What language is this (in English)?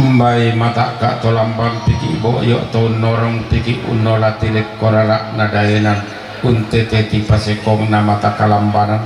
Toraja-Sa'dan